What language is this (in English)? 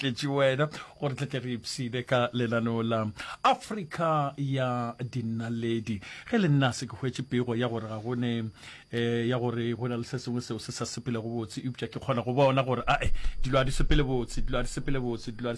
Northern Sotho